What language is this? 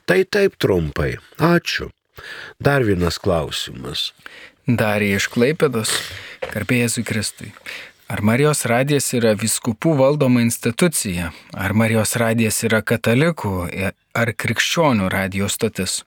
Lithuanian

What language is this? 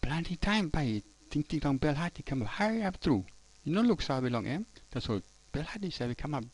Tok Pisin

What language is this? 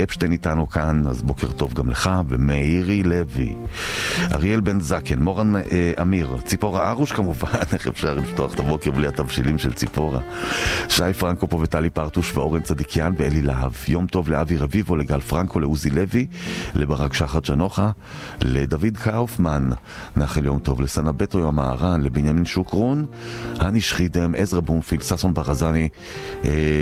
Hebrew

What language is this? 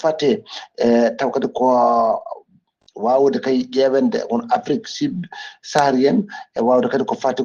Fula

